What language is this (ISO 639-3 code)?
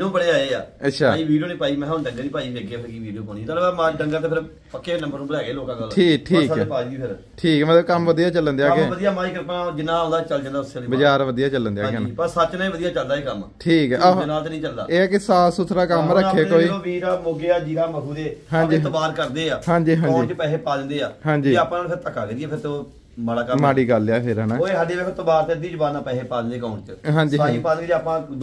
pan